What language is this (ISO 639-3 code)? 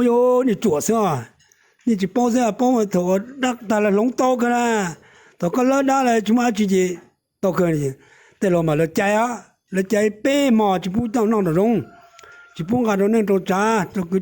hmn